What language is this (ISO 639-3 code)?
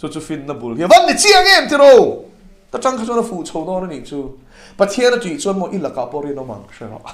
lus